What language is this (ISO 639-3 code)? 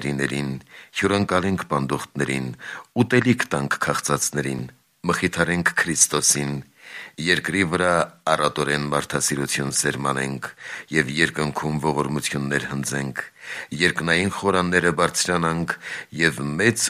hye